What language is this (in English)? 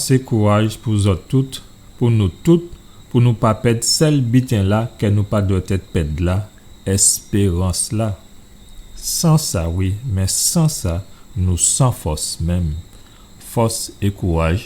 Guadeloupean Creole French